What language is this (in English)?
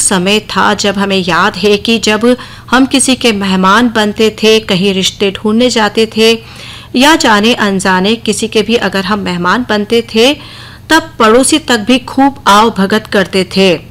Hindi